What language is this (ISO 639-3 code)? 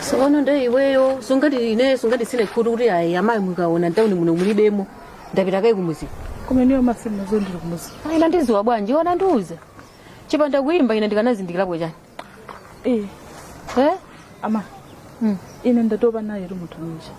nya